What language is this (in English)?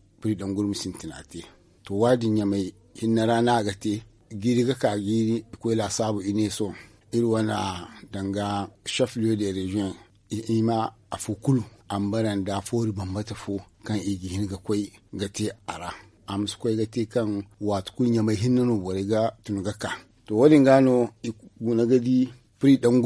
Zarma